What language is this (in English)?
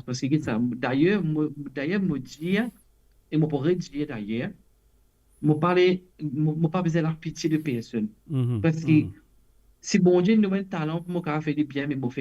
Morisyen